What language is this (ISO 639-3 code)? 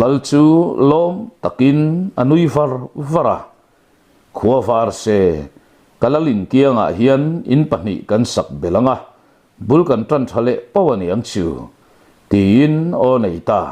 lus